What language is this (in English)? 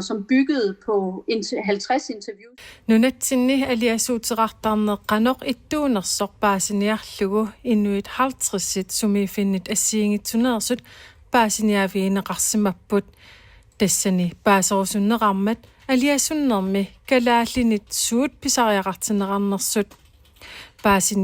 Kalaallisut